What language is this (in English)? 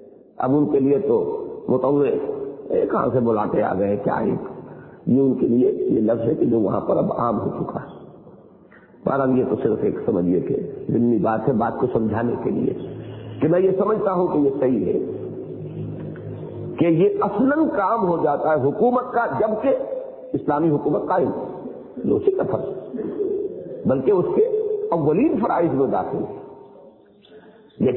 Urdu